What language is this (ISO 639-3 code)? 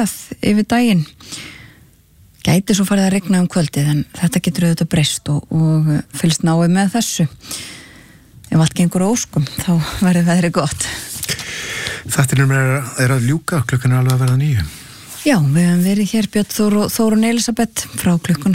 isl